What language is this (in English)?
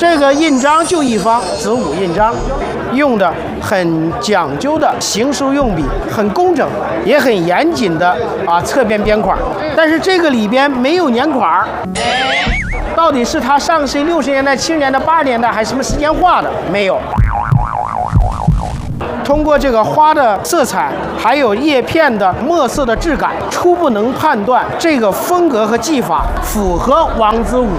Chinese